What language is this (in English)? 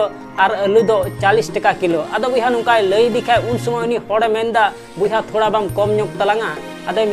Santali